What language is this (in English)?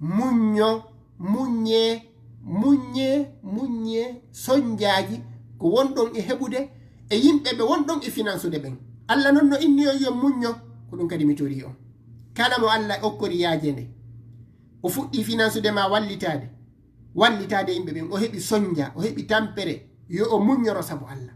Fula